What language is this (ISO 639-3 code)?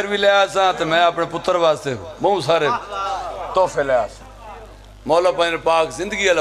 phr